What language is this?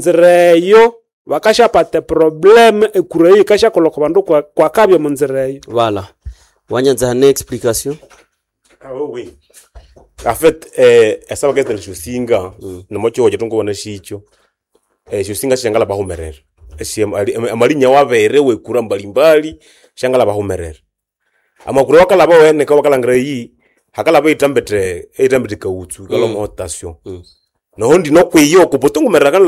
Nande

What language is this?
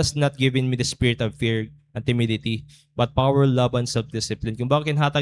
Waray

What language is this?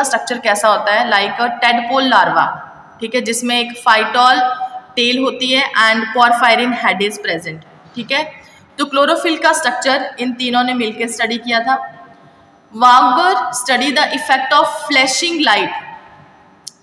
Hindi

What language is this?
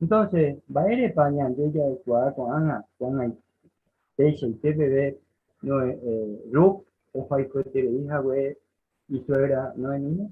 Guarani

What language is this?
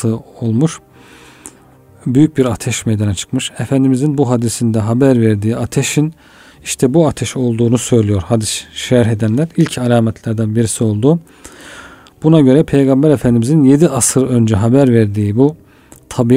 Turkish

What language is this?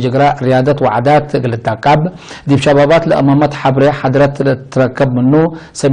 Tigre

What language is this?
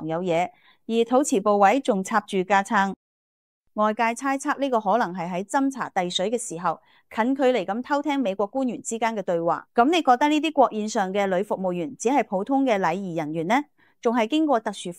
Cantonese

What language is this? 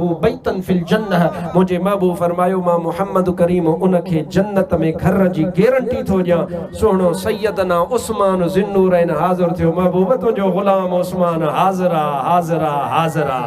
Sindhi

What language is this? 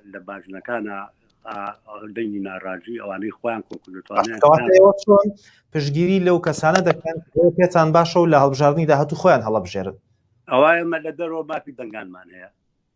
Central Kurdish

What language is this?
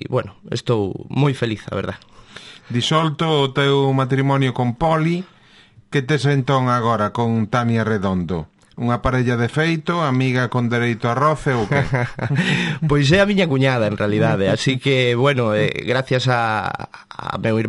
Galician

